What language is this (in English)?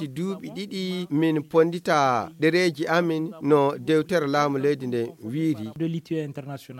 Fula